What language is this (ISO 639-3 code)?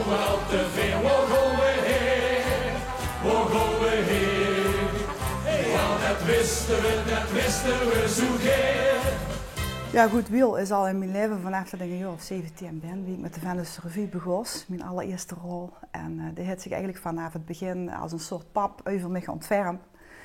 lim